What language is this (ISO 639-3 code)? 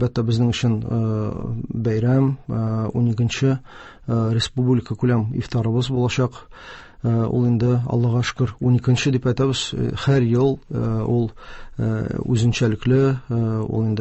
tat